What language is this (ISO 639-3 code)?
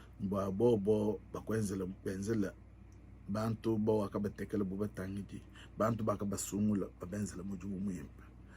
lua